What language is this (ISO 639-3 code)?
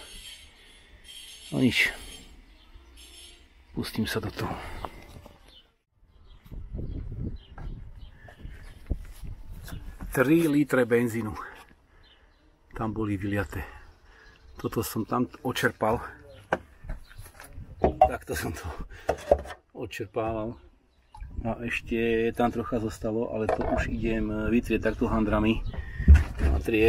slk